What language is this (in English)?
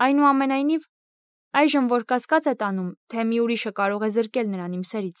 Armenian